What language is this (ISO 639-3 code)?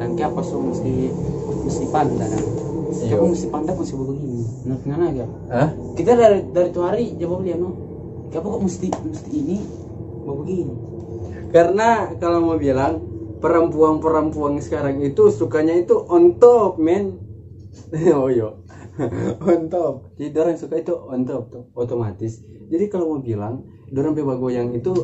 xmm